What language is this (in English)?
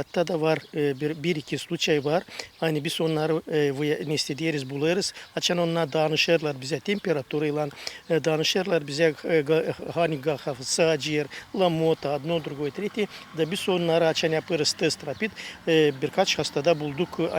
Gagauz